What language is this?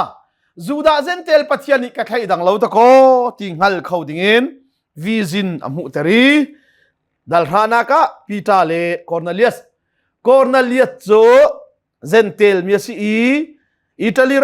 Hakha Chin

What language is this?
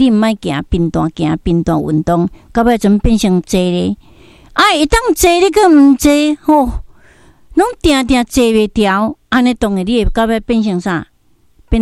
Min Nan Chinese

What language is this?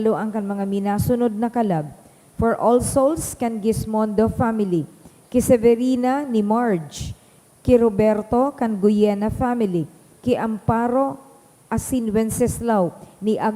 Bikol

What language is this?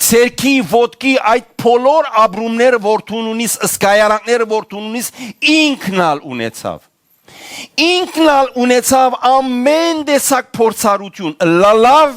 Western Armenian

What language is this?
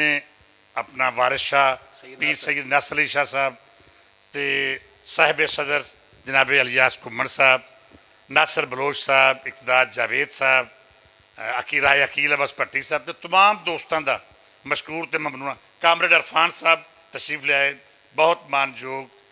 Western Panjabi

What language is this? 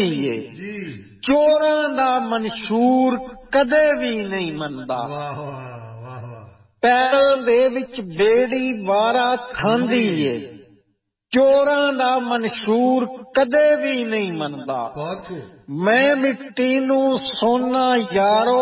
Punjabi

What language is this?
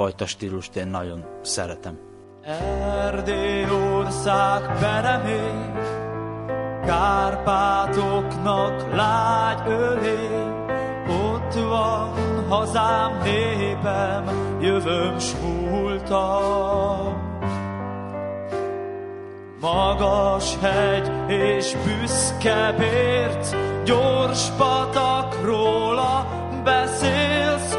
Hungarian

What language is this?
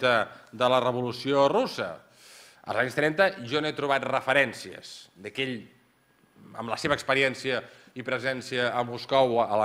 Catalan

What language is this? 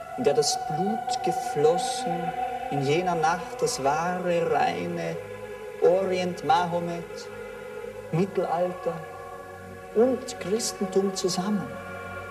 German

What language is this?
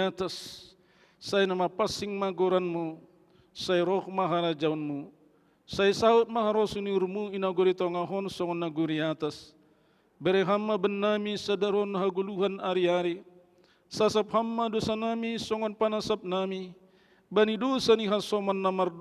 Batak Simalungun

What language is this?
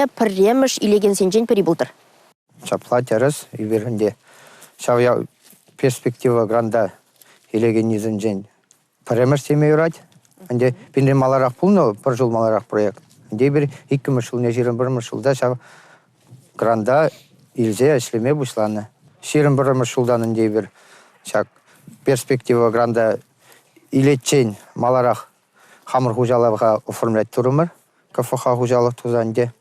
Chuvash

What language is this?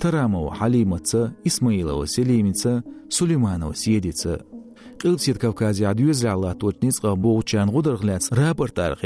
Chechen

